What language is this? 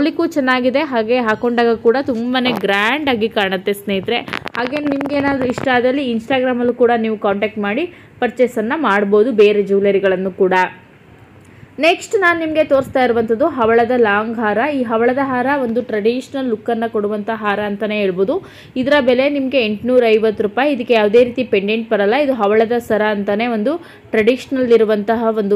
Kannada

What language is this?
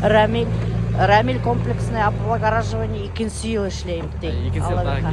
Bashkir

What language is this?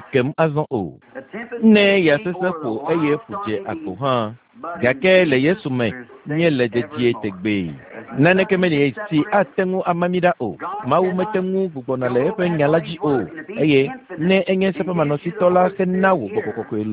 Ewe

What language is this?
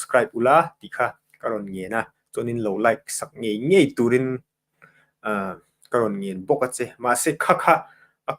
Mizo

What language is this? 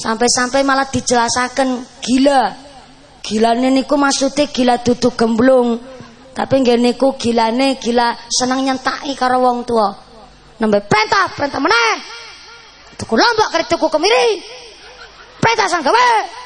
Javanese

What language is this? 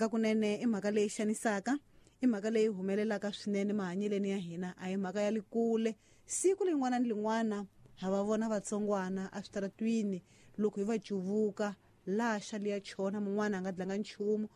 Tsonga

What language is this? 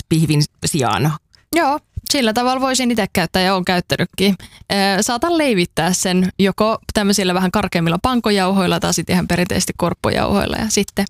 Finnish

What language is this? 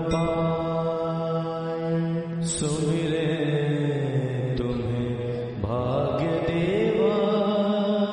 Hindi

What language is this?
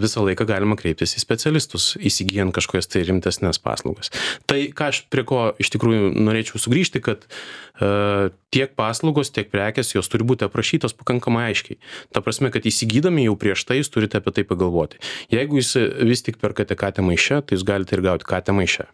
Lithuanian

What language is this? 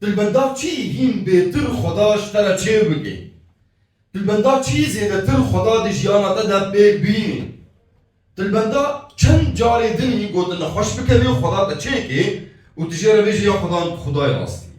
Kurdish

